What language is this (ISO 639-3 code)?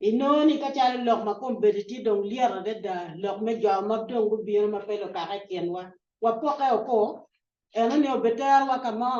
ach